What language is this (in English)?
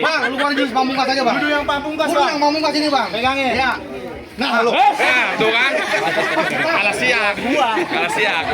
Betawi